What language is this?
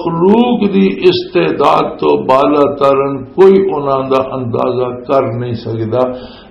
Western Panjabi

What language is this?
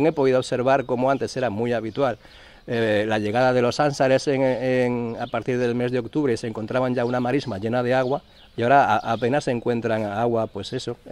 Spanish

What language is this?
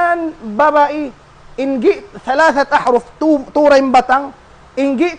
Tausug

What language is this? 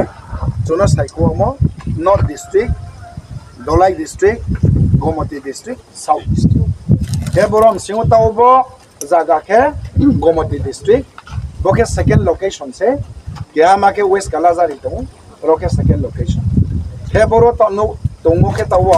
Riang (India)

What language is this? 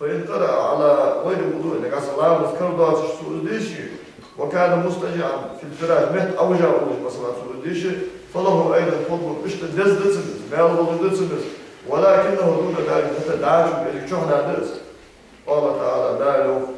Ingush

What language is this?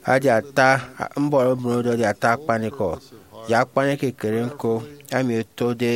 Efik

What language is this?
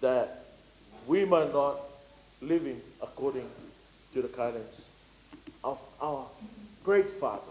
Samoan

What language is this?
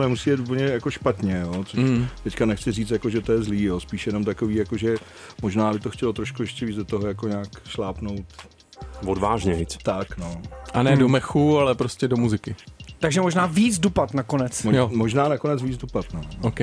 Czech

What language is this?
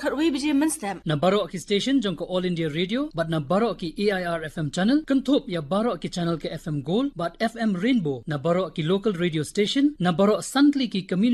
Khasi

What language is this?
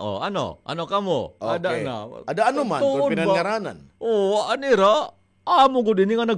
Waray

